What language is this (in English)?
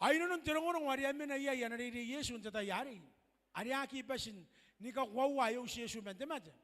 Gilbertese